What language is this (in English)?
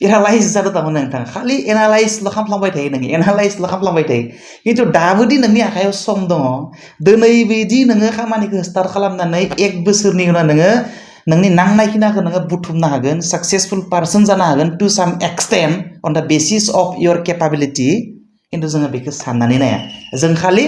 Bodo